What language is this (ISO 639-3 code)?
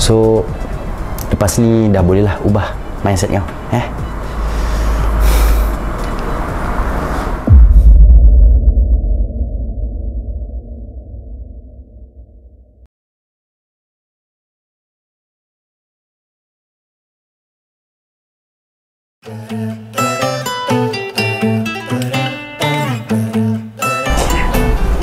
msa